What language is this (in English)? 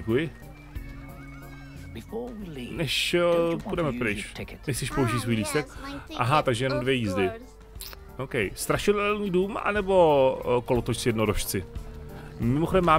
Czech